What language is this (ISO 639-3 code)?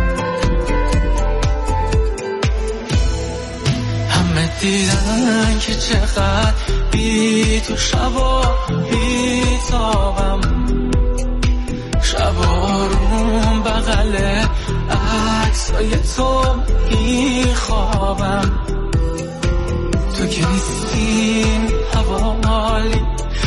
fas